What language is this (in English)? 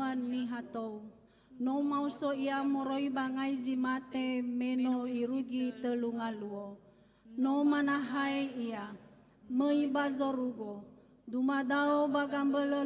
Nias